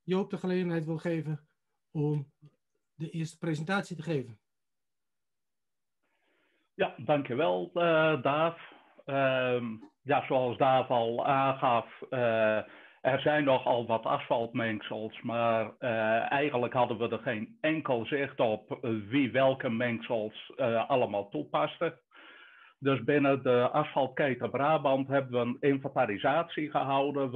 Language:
Dutch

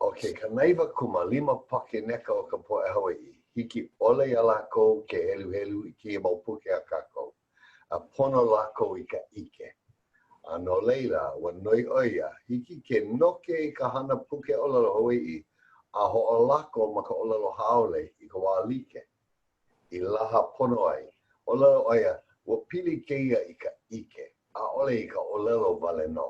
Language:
Hawaiian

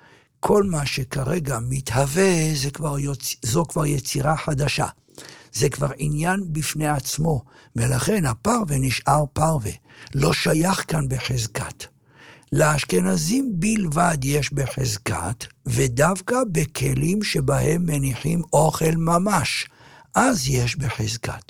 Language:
Hebrew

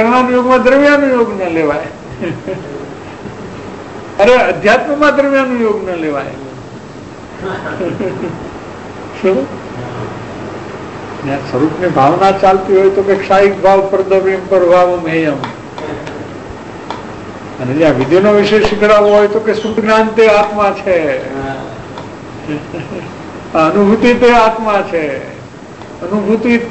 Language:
Gujarati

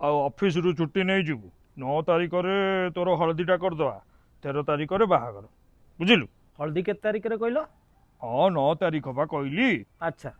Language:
Odia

